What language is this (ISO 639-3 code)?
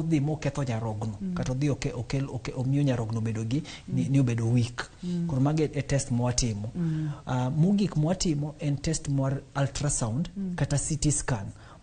luo